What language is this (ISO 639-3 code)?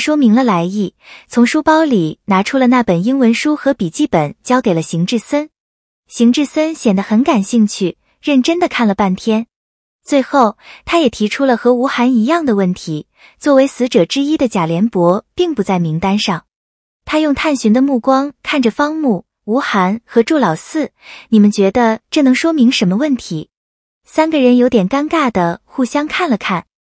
zho